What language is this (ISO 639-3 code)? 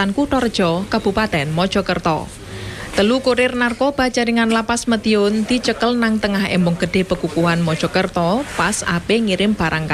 jav